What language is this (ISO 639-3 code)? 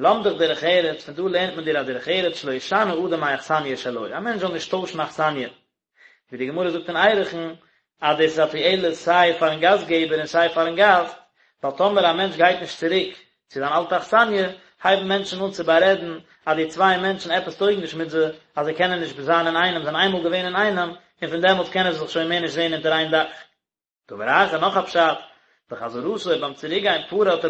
yid